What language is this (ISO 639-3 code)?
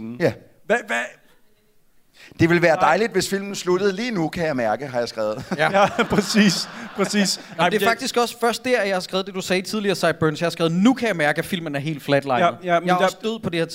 dan